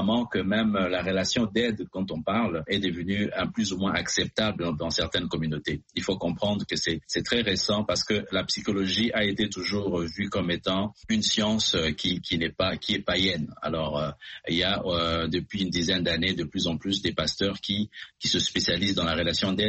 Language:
French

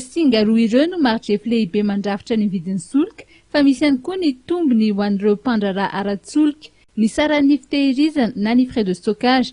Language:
Malagasy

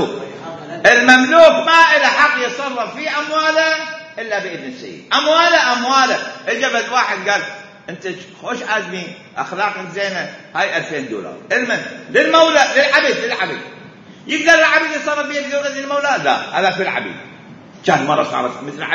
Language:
Mesopotamian Arabic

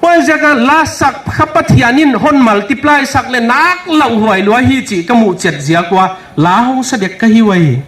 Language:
Paite Chin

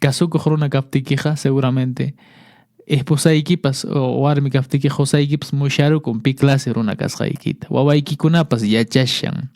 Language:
Quechua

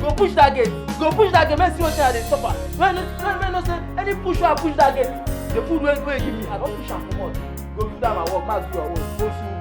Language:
Nigerian Pidgin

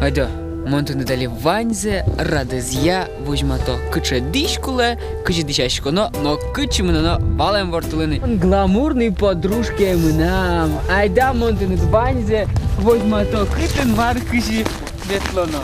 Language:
Udmurt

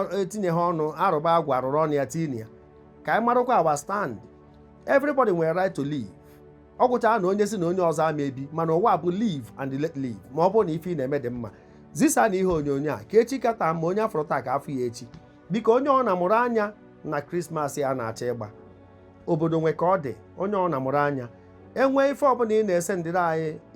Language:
Igbo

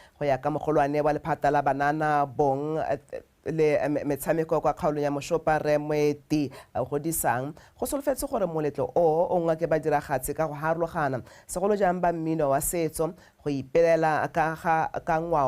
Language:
Tswana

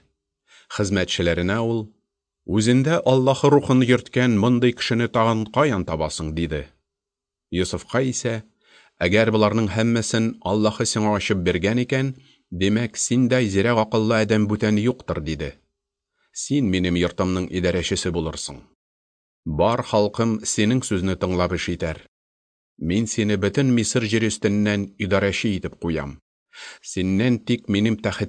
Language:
Tatar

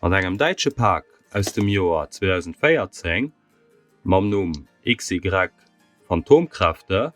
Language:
Luxembourgish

